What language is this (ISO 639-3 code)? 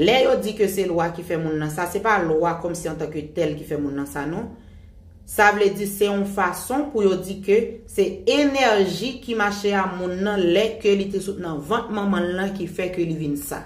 hat